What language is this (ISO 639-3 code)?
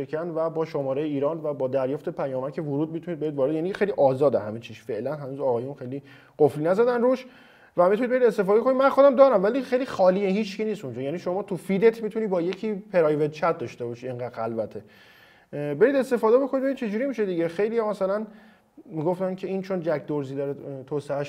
fas